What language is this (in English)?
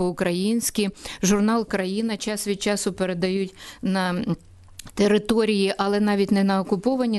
Ukrainian